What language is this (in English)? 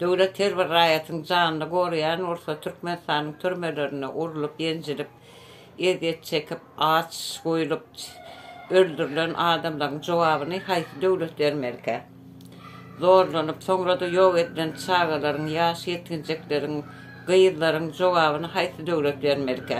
Turkmen